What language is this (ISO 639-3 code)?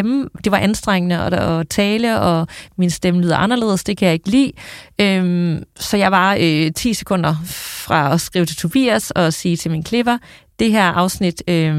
dan